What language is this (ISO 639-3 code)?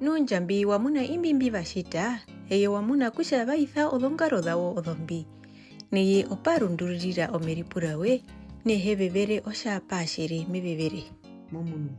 her